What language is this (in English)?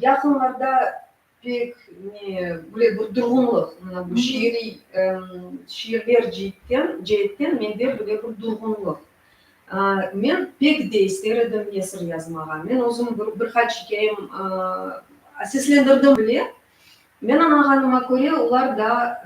Crimean Tatar